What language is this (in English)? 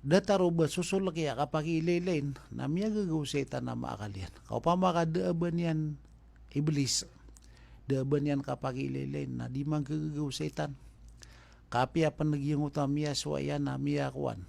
Maranao